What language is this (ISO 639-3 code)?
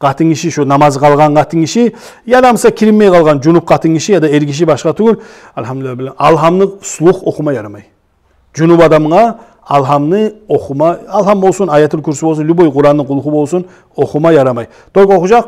kum